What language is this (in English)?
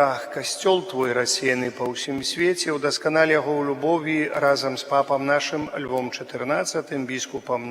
Belarusian